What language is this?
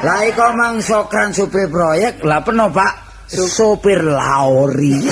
Javanese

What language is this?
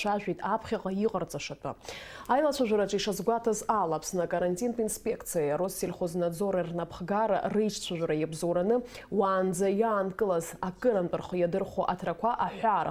Abkhazian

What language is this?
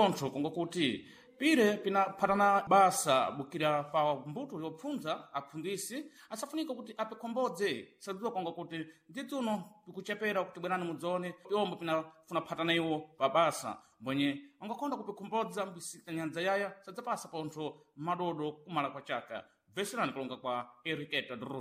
Sena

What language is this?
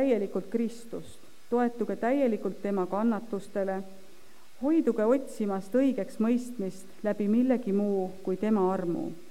Estonian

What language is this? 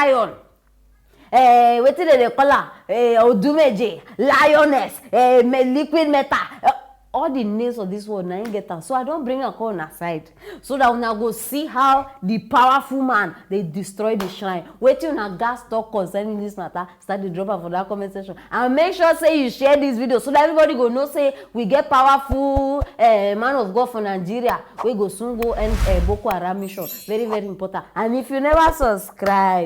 Nigerian Pidgin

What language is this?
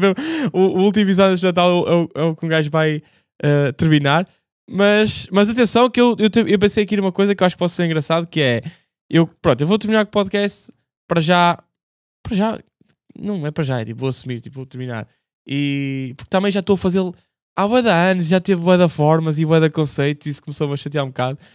Portuguese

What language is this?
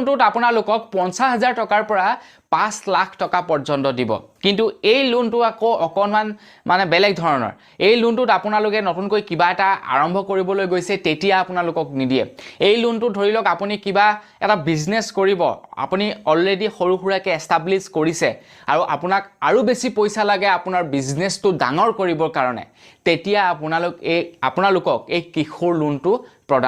Assamese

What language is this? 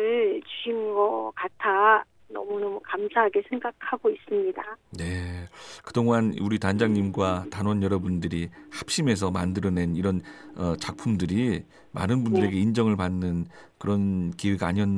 Korean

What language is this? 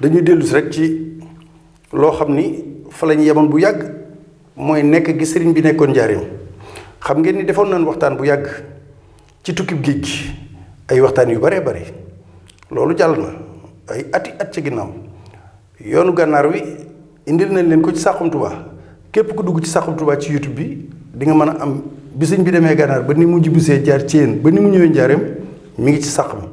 Wolof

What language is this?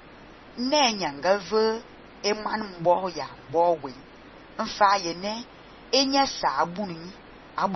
Fang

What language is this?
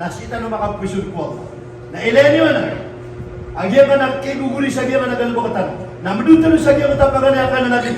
Maranao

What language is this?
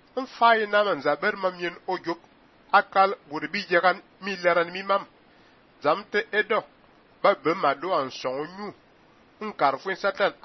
Fang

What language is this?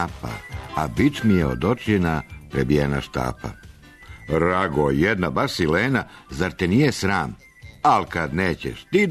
Serbian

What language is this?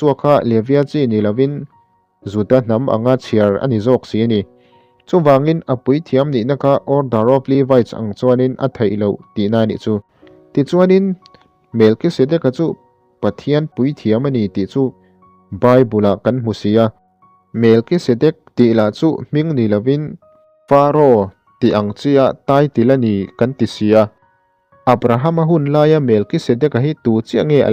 Mizo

